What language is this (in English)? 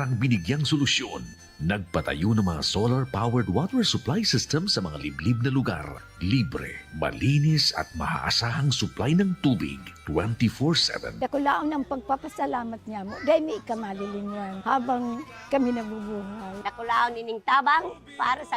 Bikol